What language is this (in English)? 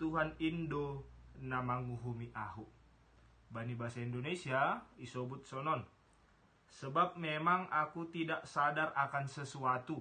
Batak Simalungun